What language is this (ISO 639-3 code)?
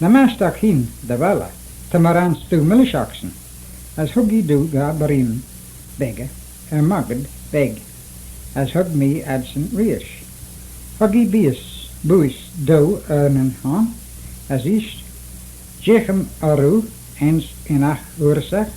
glv